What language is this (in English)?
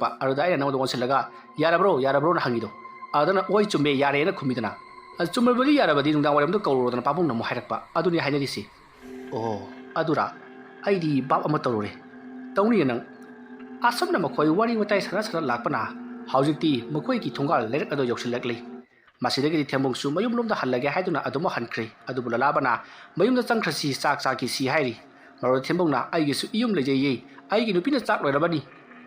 Manipuri